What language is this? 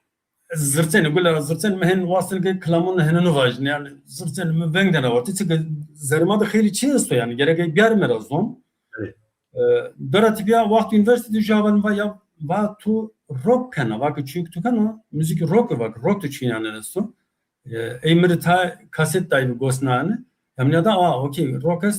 Zaza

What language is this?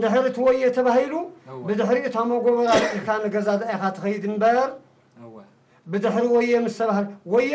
Tigrinya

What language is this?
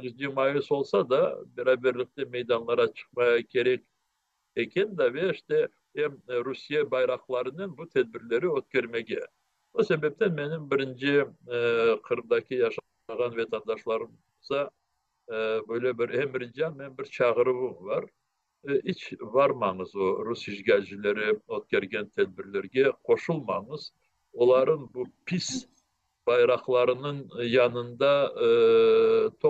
Crimean Tatar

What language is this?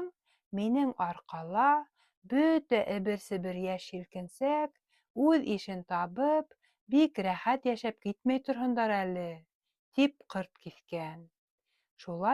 Bashkir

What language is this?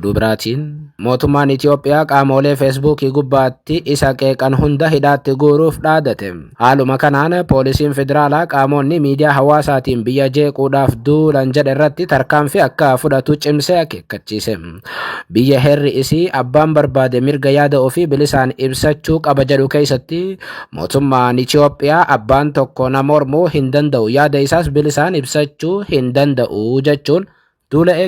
Oromo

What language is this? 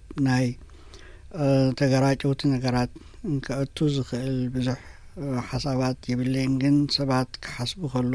Tigrinya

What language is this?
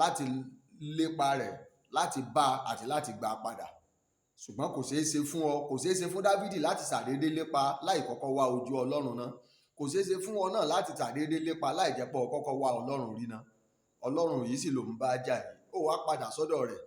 Yoruba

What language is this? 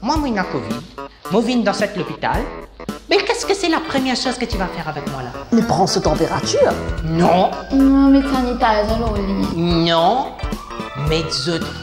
Morisyen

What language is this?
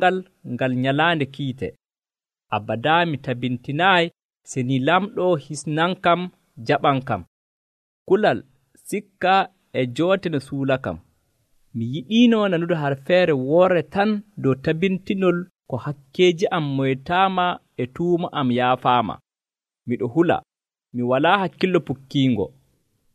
Nigerian Fulfulde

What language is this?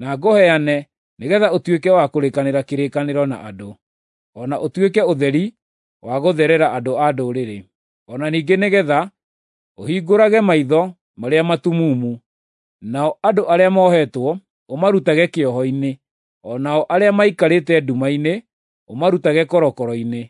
Kikuyu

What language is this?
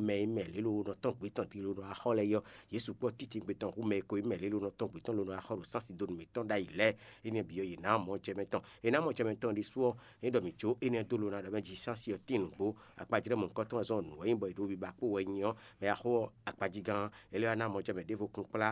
Fon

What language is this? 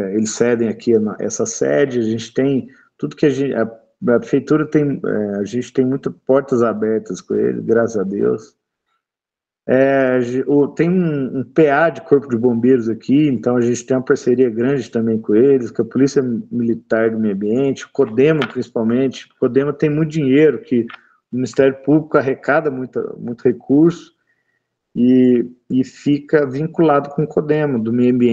Portuguese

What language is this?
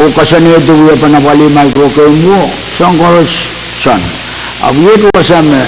Pohnpeian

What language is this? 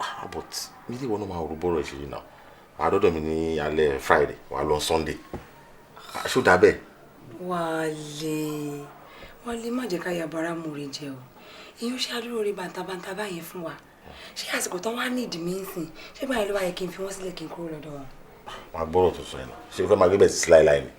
Yoruba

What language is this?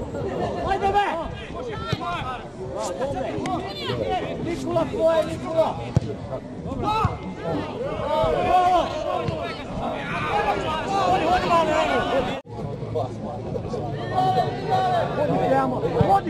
Croatian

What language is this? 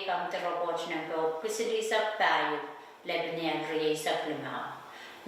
Pohnpeian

